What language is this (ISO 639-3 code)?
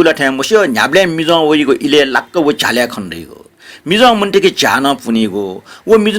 new